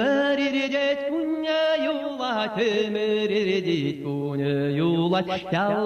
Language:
Chuvash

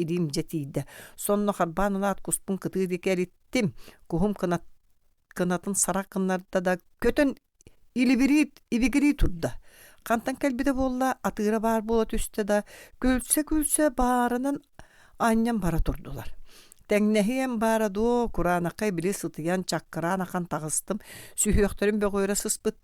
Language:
Yakut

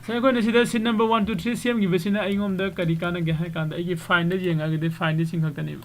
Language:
Manipuri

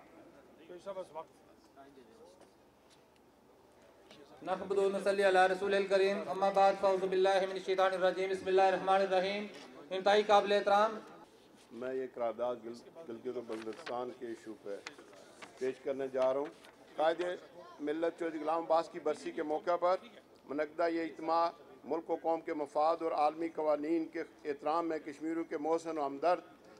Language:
Urdu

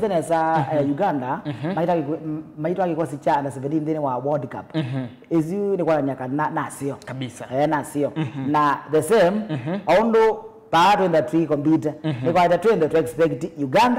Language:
Kamba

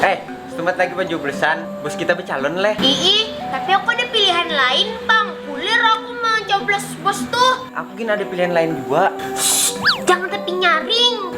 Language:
Banjar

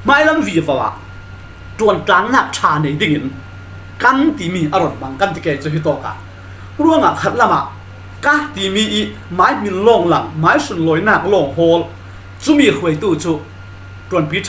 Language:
Falam Chin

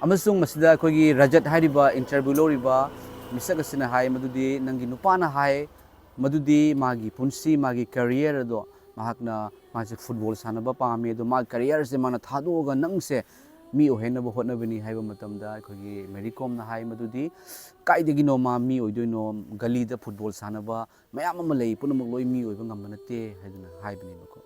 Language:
Manipuri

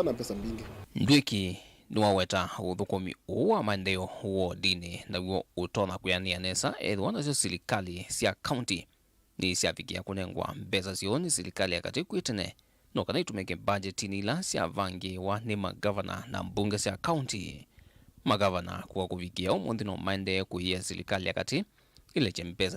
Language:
Kamba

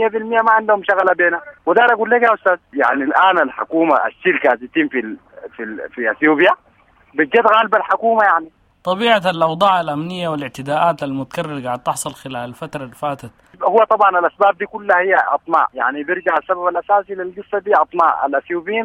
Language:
Sudanese Arabic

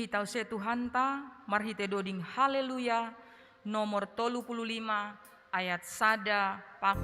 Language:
Batak Simalungun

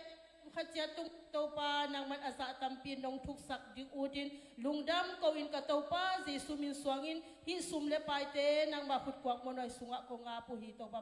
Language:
Tedim Chin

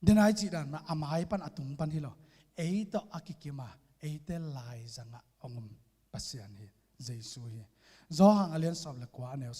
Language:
Tedim Chin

